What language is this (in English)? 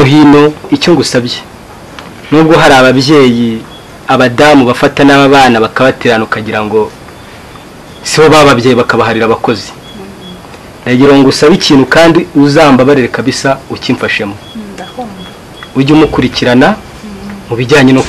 Kinyarwanda